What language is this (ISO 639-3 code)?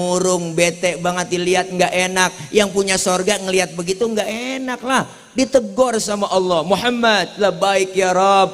bew